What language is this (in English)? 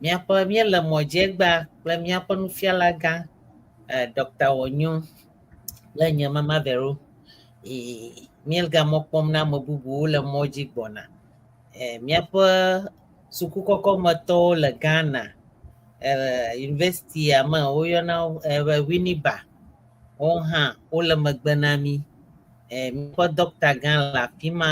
Ewe